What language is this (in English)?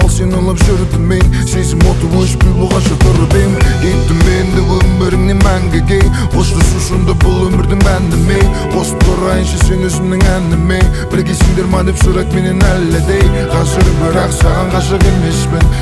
Kazakh